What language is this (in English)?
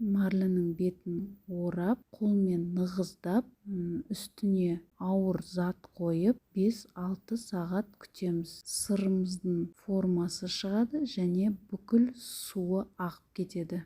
Kazakh